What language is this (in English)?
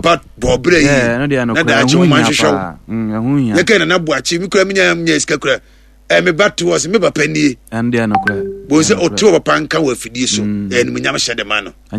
Akan